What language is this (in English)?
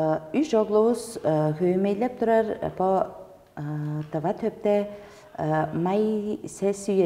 Tuvinian